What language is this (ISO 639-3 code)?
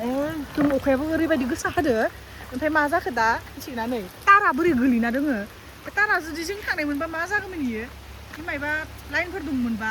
brx